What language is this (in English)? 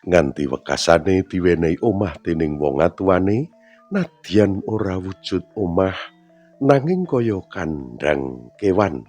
Javanese